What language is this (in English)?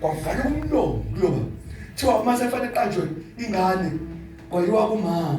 Zulu